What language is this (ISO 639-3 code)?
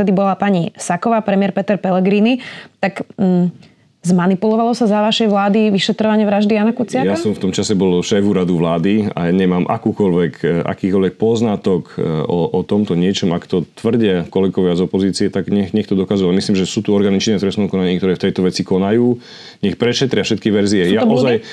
slk